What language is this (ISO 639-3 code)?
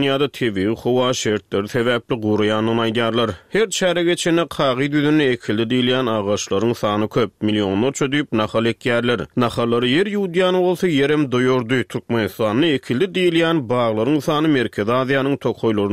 tuk